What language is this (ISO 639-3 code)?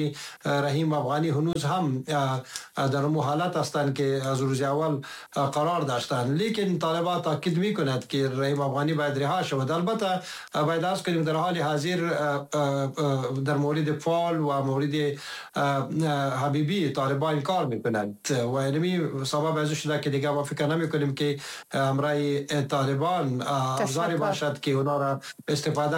fas